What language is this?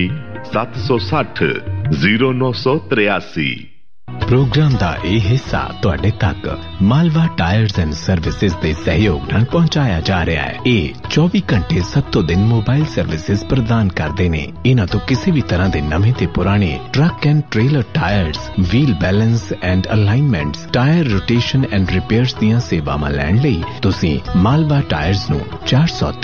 Punjabi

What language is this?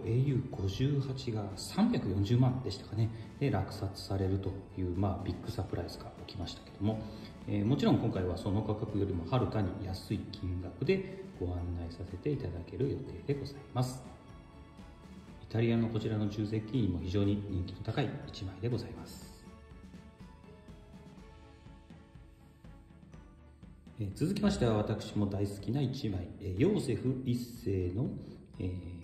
Japanese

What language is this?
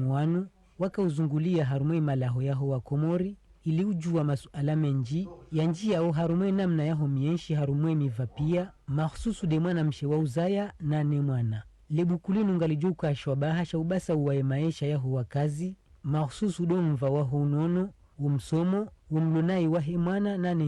Ngazidja Comorian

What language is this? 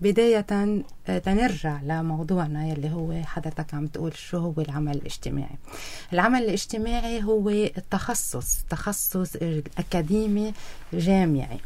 North Levantine Arabic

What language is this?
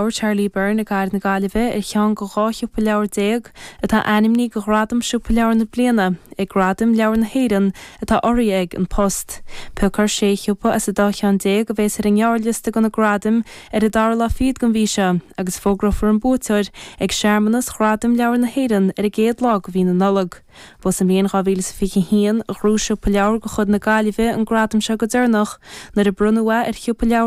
Irish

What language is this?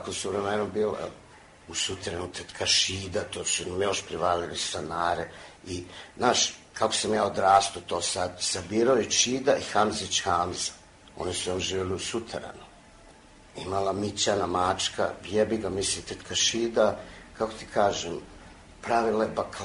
Serbian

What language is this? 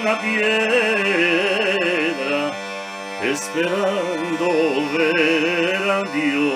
Ladino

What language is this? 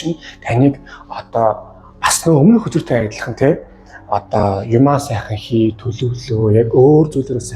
Mongolian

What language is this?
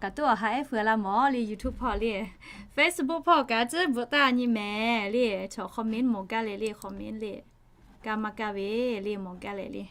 Lahu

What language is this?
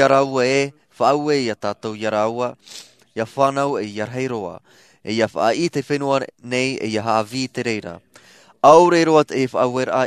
Tahitian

